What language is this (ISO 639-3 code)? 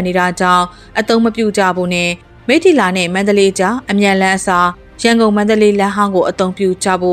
mya